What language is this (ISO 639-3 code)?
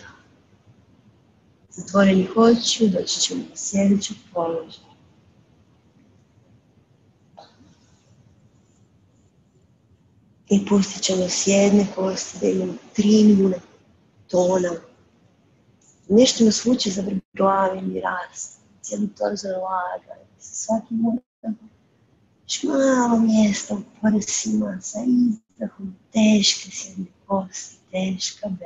hrv